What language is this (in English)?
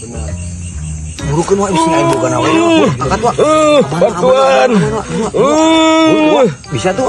Sundanese